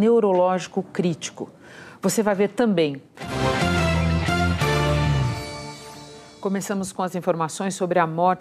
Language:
Portuguese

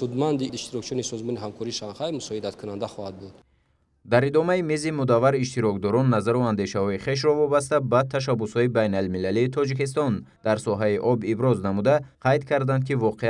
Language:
Tajik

